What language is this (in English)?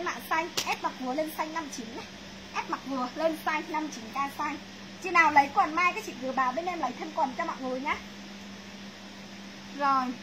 Vietnamese